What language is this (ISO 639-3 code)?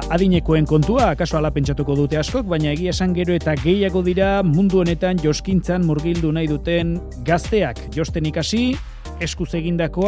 eus